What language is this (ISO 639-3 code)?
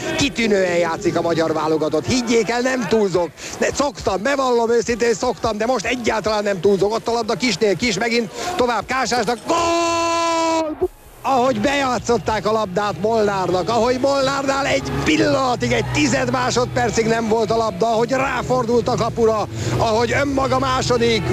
hun